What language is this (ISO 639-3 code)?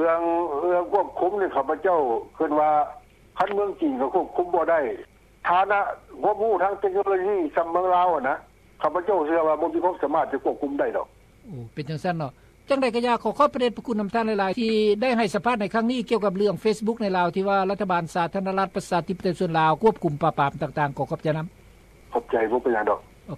lao